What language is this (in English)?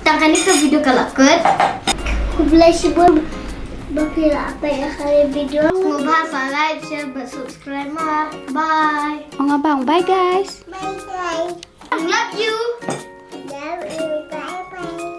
Khasi